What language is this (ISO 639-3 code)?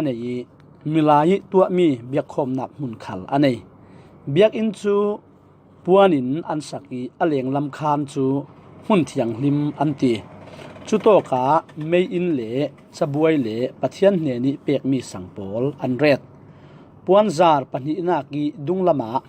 cfm